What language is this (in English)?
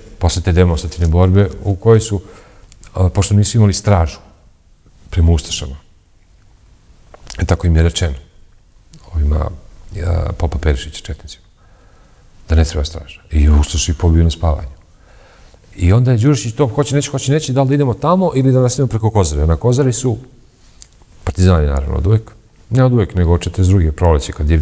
Serbian